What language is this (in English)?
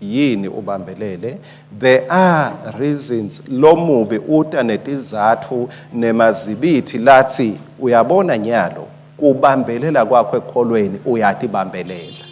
Swati